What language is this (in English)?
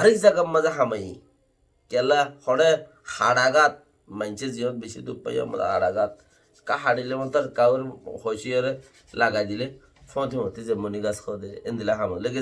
Rohingya